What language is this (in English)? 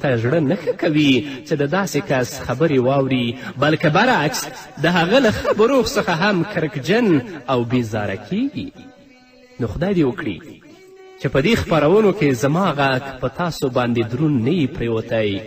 Pashto